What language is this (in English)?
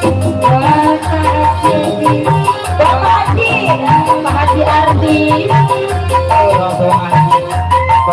Betawi